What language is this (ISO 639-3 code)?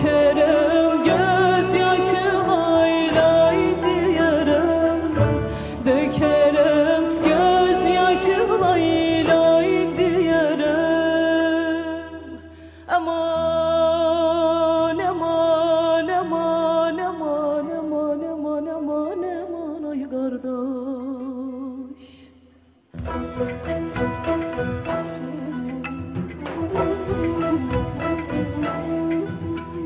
tur